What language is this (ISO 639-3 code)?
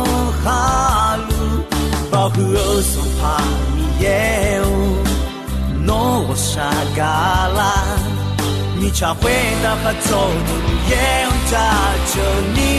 ahk